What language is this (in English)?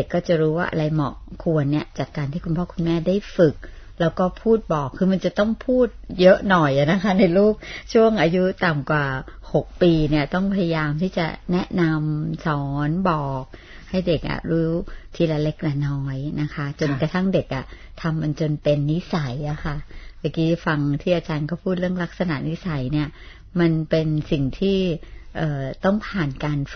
Thai